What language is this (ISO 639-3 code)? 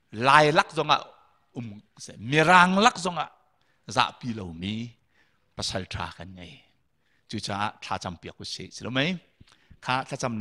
cnh